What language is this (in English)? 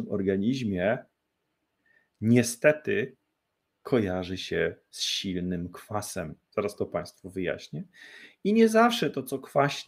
Polish